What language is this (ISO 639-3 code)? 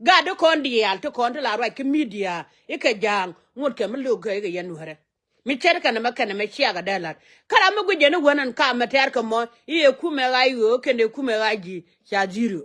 nus